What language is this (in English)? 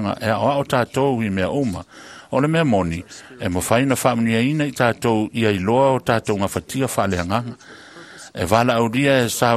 Samoan